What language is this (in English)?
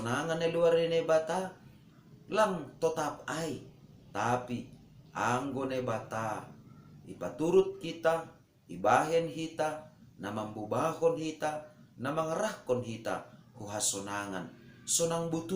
Batak Simalungun